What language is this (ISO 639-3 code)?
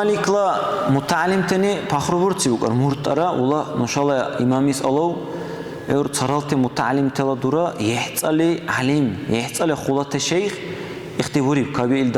dar